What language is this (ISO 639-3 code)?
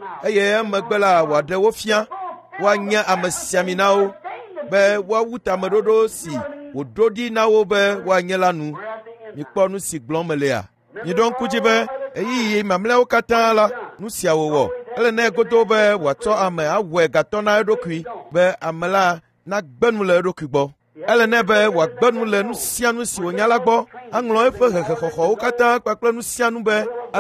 ewe